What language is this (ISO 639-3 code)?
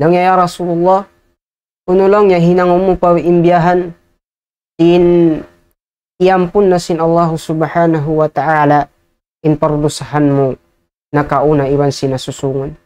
tsg